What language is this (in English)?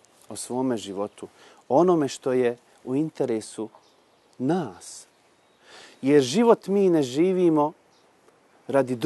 Bosnian